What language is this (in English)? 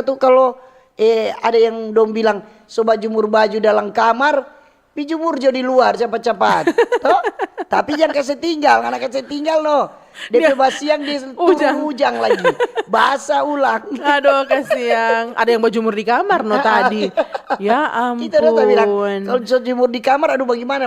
Manado Malay